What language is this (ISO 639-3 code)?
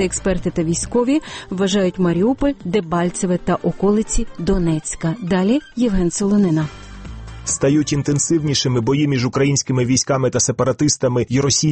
ukr